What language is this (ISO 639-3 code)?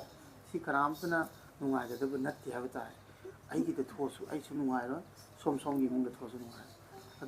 mni